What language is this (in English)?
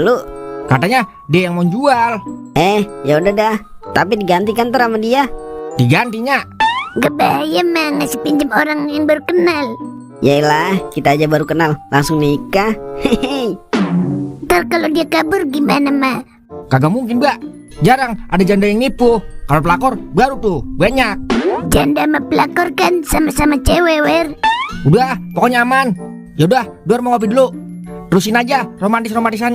Betawi